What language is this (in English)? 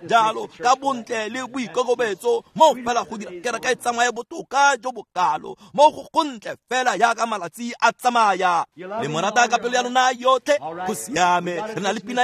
Tswana